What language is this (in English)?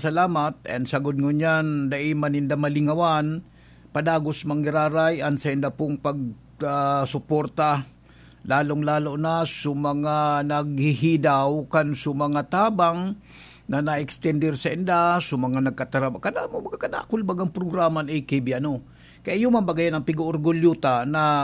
Bikol